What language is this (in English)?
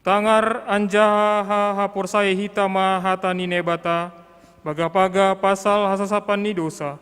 Batak Simalungun